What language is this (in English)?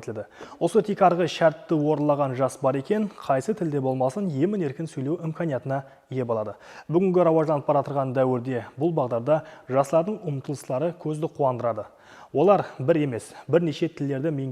Kara-Kalpak